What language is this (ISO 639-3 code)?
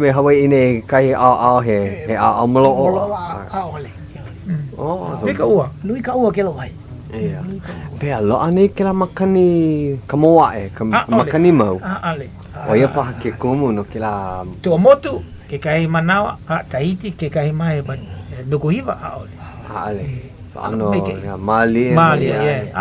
haw